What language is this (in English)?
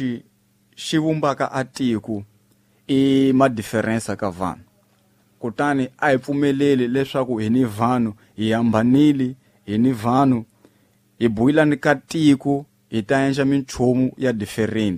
Tsonga